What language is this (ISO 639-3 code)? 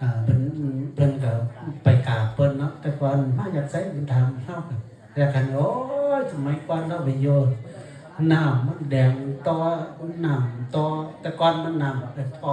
tts